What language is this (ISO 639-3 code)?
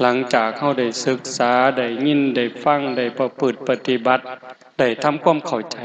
lao